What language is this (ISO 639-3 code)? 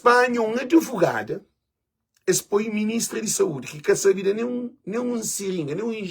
kea